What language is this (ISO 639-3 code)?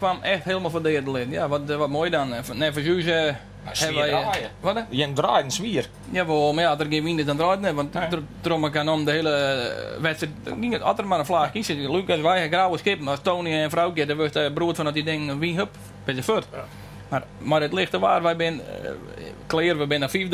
fry